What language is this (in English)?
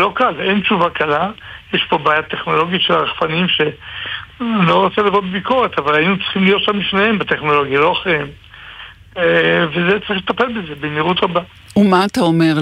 Hebrew